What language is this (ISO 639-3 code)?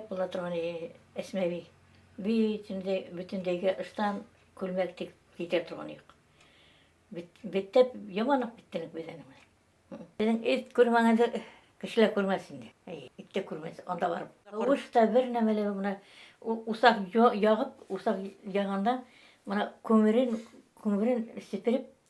bak